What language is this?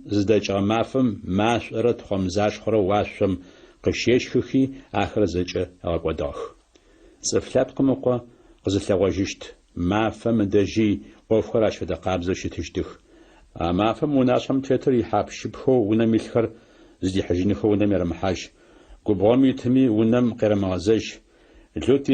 Adyghe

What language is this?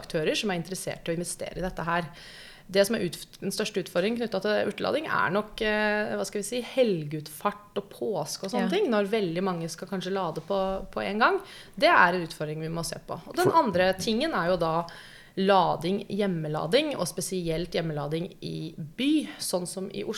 Norwegian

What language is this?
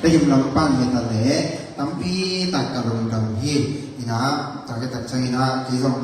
Tedim Chin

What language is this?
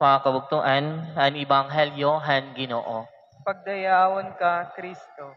Waray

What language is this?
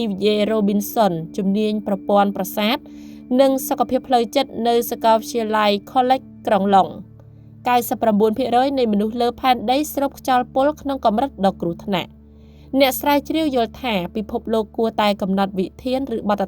Khmer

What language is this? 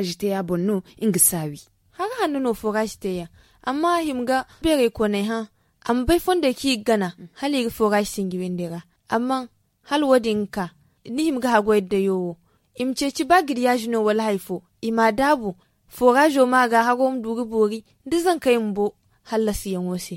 Zarma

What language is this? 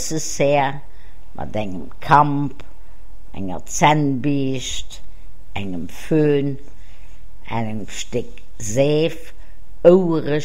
Luxembourgish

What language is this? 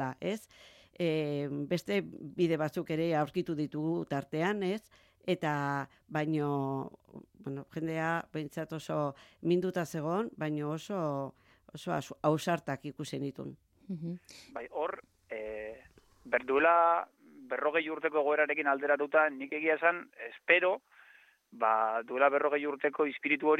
Basque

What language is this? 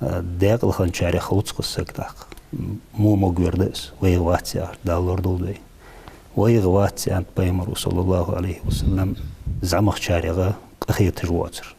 Ingush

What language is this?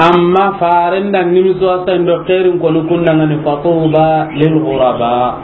Soninke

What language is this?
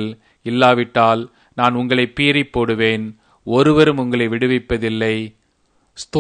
Tamil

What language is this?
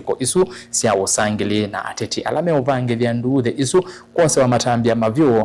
Kamba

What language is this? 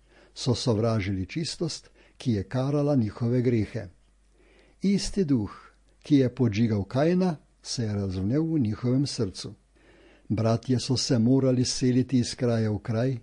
Slovenian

